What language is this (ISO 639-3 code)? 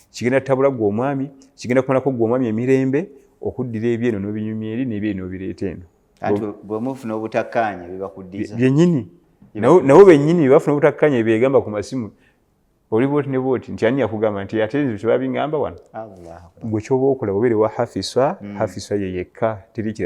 lug